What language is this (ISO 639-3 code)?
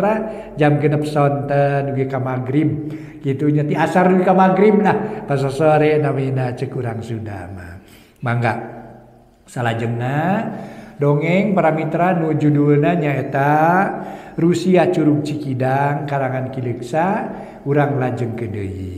sun